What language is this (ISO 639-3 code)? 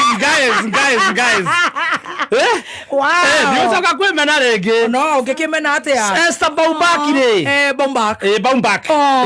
kik